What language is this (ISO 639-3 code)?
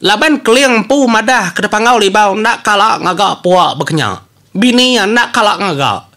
iba